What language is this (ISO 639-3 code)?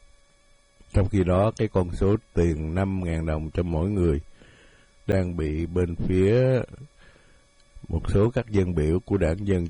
vie